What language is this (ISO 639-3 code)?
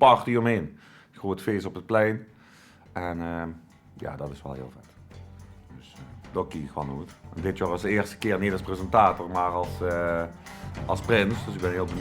lim